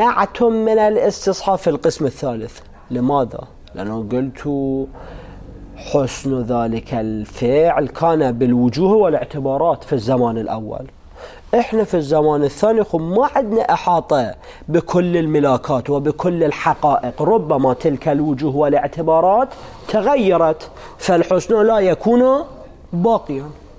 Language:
Arabic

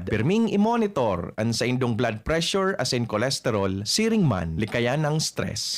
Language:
Bikol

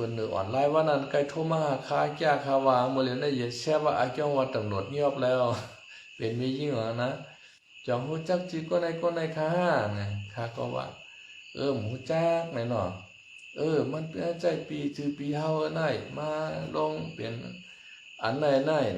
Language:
Shan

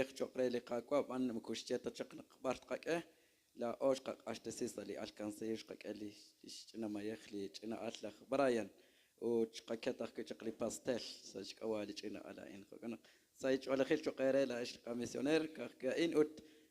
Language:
Kekchí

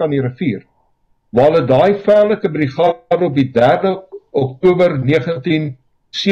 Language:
Afrikaans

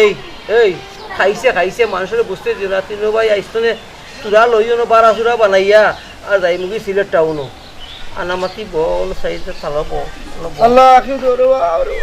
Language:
Sylheti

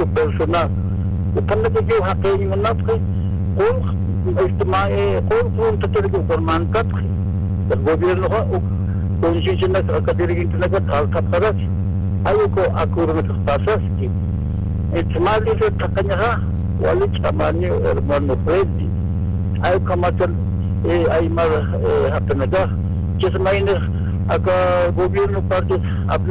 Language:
Aymara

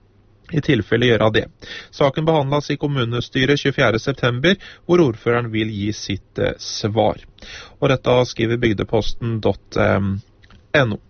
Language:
Norwegian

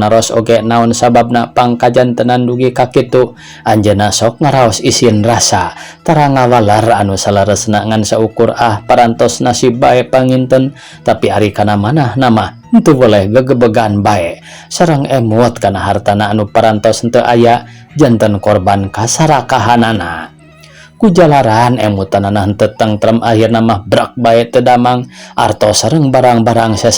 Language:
Sundanese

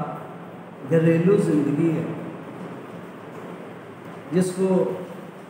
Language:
Urdu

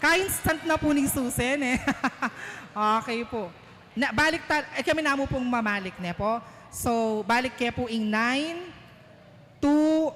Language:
Pampanga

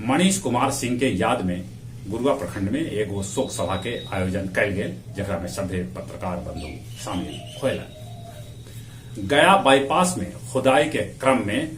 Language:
Magahi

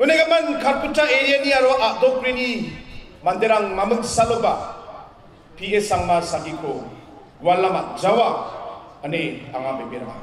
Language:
Garo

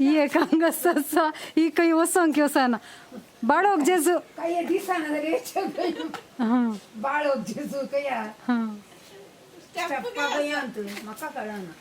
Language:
Konkani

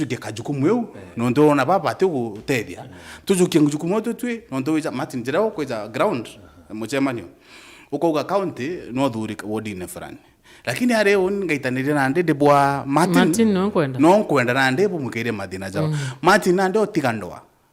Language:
Meru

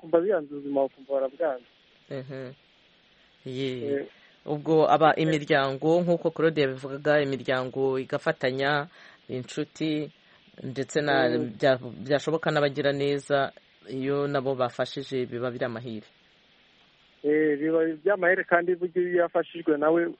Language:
Kinyarwanda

